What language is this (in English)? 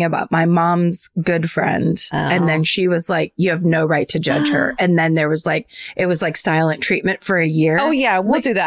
English